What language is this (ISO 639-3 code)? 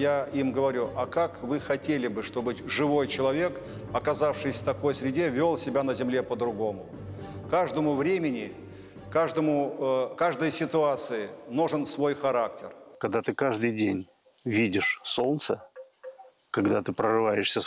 rus